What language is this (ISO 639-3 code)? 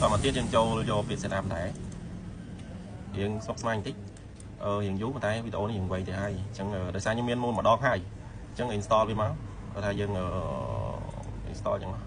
khm